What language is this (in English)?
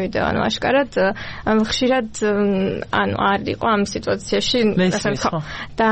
Georgian